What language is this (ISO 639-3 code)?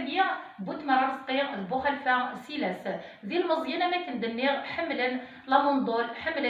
kab